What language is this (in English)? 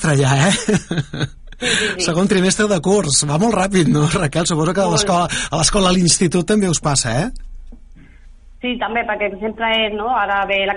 Catalan